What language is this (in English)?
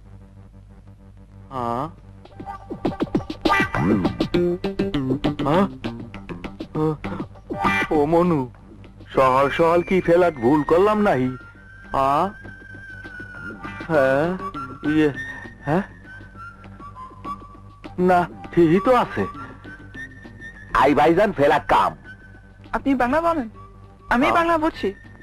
Bangla